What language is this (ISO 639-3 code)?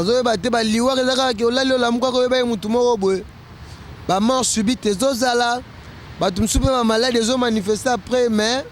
lin